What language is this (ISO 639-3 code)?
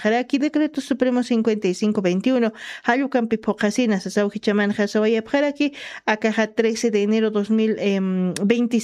aym